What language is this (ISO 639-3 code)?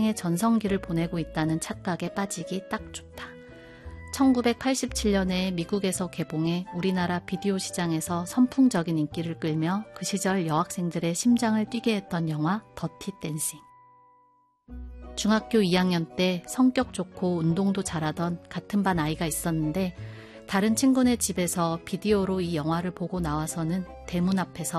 kor